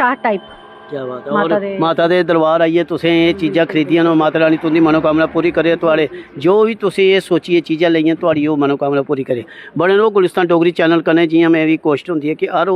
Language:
Dogri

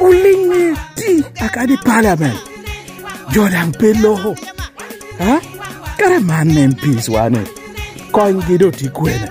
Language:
Lango (Uganda)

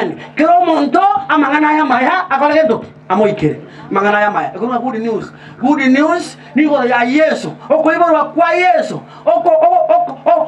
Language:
Gusii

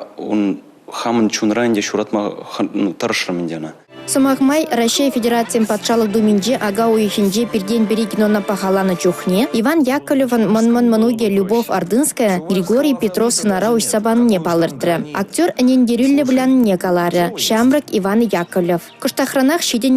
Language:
Chuvash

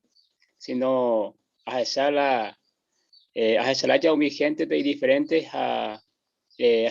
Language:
Guarani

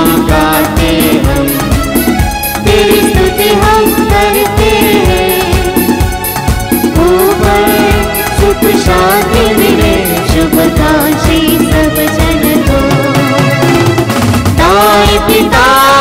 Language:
Hindi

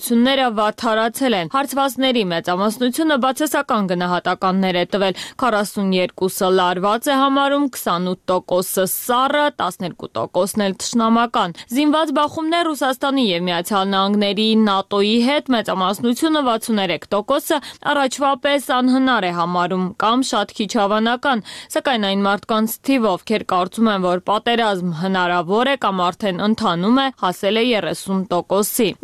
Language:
Armenian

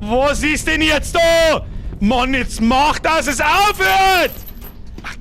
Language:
Bavarian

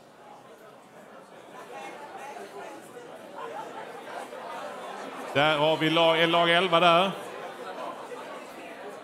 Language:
Swedish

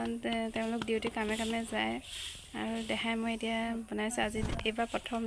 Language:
Assamese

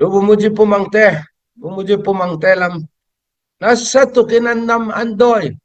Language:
Falam Chin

